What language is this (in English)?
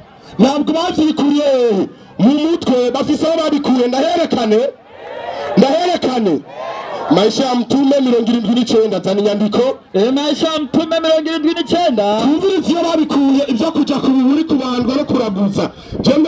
Rundi